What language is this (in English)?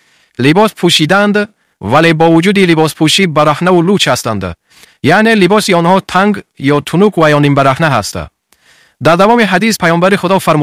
Tajik